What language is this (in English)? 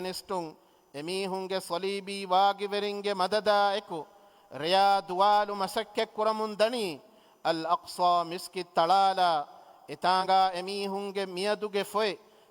Divehi